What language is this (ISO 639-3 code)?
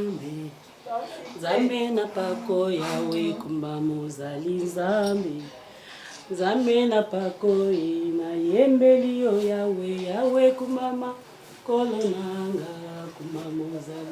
lin